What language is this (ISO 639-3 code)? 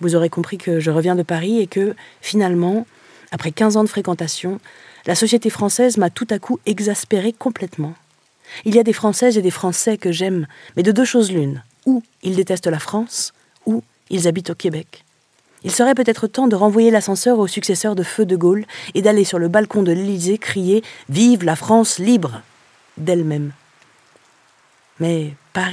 fra